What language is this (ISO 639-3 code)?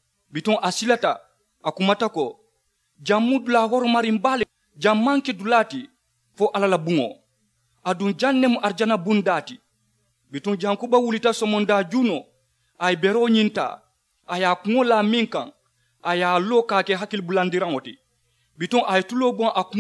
man